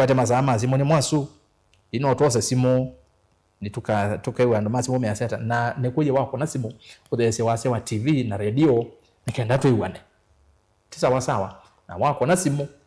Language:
Kamba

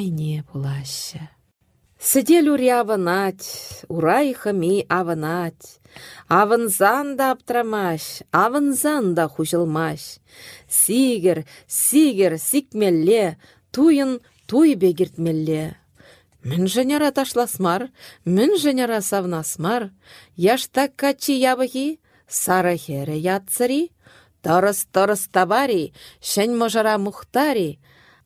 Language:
Chuvash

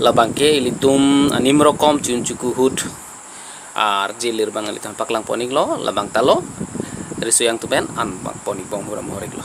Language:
Karbi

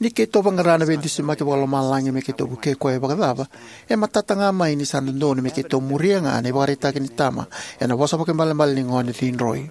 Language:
Fijian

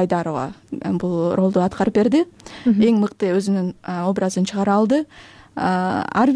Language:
Kyrgyz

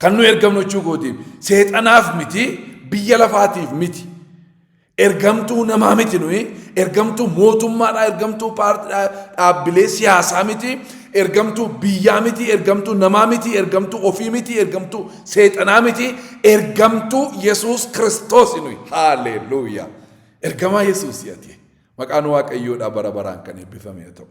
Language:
Oromo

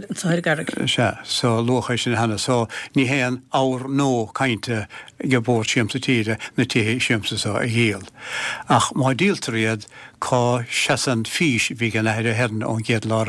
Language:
Irish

